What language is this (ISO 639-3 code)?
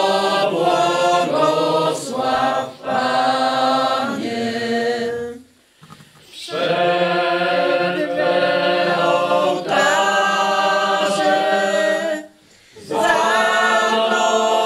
pol